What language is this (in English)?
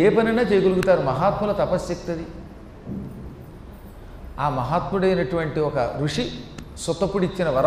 Telugu